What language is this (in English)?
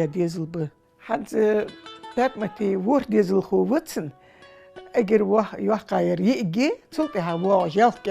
Ingush